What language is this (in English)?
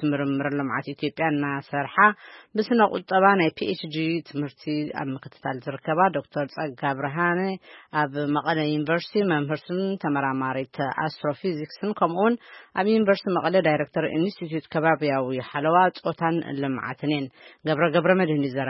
Tigrinya